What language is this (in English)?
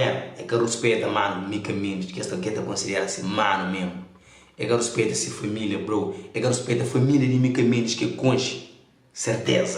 Kabuverdianu